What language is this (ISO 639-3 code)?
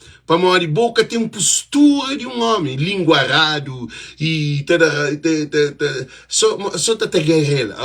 kea